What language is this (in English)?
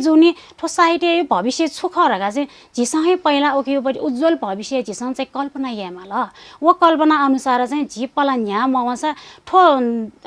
Newari